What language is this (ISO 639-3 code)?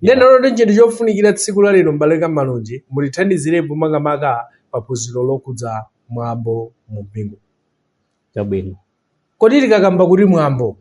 nya